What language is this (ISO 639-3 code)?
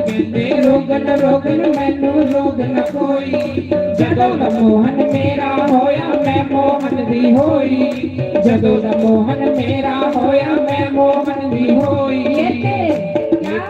doi